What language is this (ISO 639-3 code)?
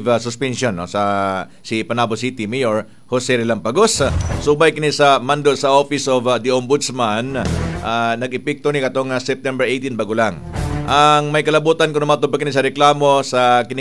ceb